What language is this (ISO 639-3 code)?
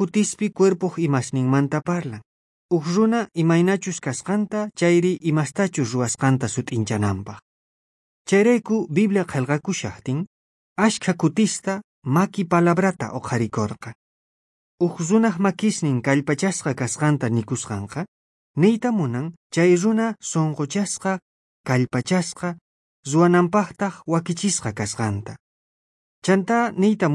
quh